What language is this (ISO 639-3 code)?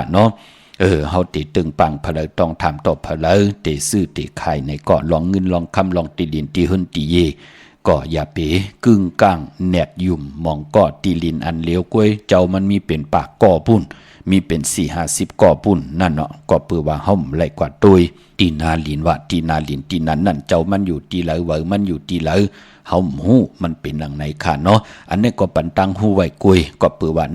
shn